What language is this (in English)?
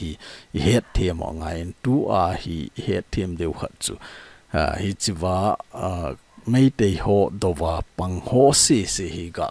Thado Chin